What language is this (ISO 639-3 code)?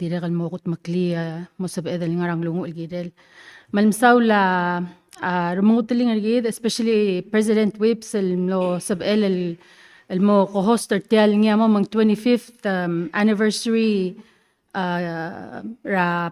pau